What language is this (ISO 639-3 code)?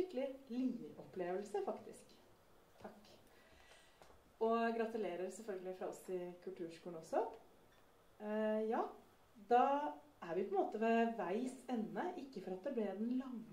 nor